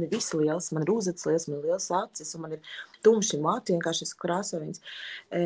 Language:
Latvian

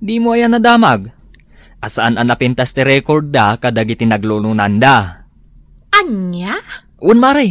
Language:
Iloko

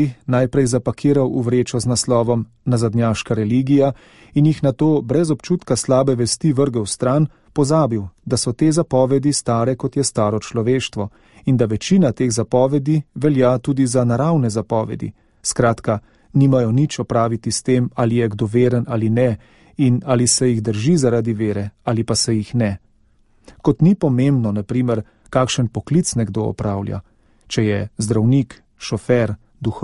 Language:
Slovenian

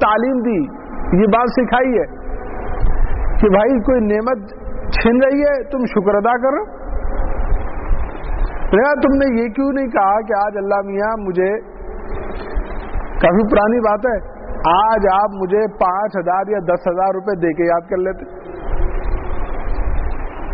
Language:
Urdu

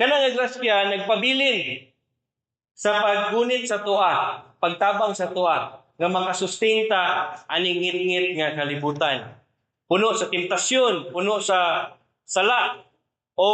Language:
Cebuano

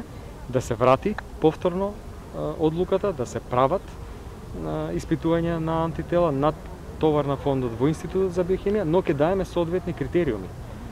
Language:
Macedonian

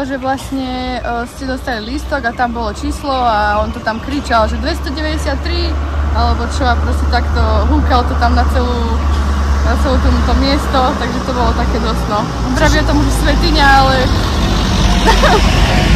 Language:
Slovak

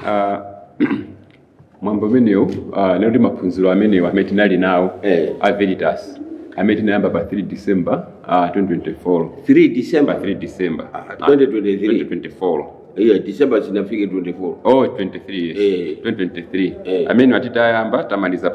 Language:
Nyanja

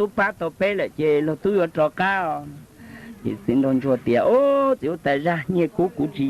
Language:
Hmong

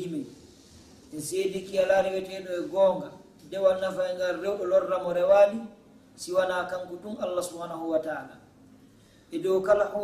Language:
Fula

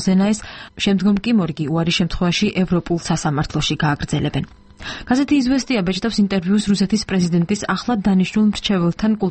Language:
Georgian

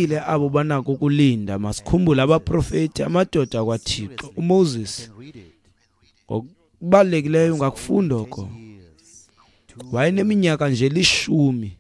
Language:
Xhosa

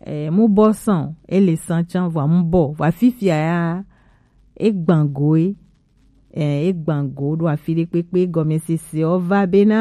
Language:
Gen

